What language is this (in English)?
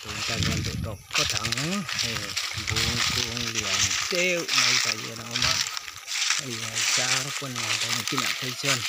Mizo